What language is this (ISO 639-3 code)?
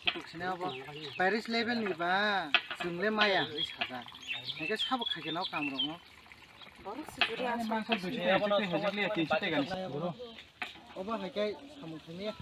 trp